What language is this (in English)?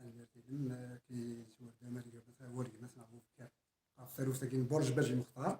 Kabyle